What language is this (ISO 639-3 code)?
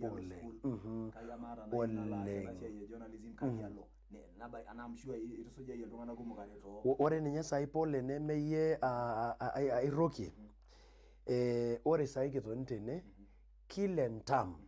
mas